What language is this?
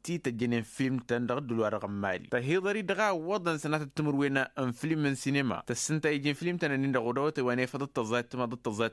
Tamasheq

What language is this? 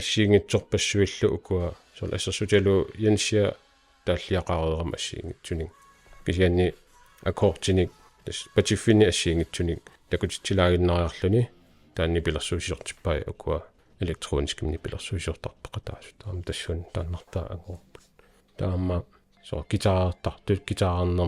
Kalaallisut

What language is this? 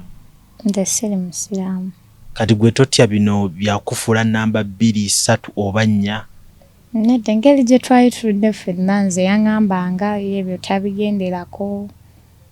Ganda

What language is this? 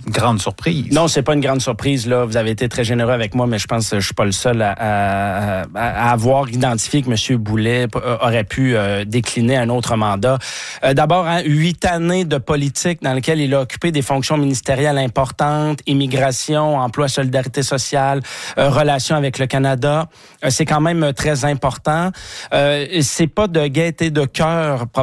French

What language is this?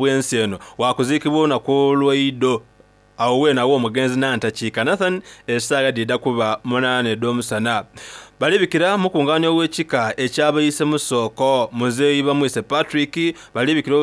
Soga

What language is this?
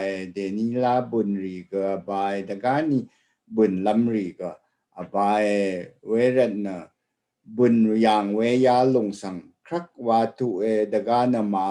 Rawang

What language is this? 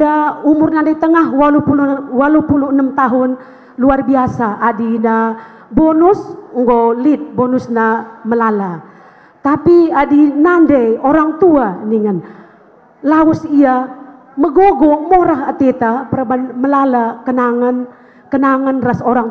Batak Karo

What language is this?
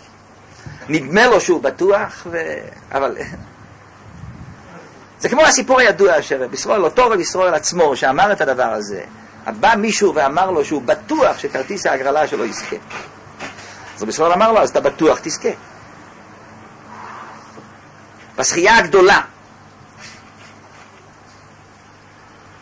Hebrew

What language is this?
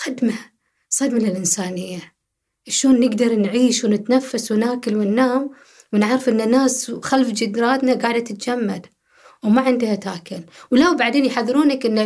Gulf Arabic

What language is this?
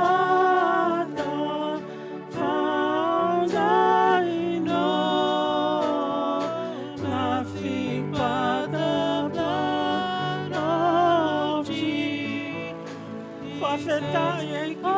Tongan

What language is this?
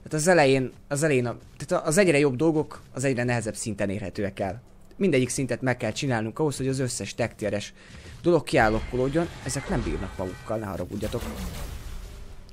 Hungarian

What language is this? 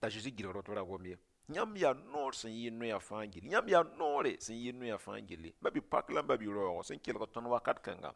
Mossi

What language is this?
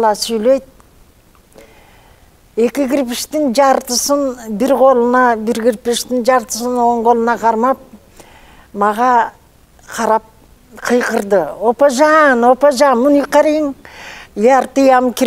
Kyrgyz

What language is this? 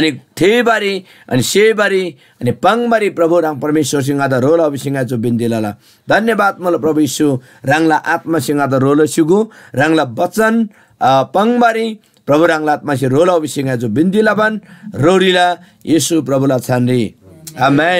Eastern Tamang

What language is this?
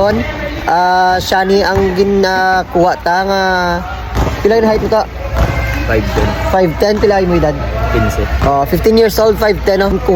Hiligaynon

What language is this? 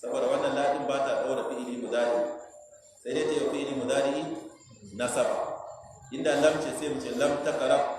Hausa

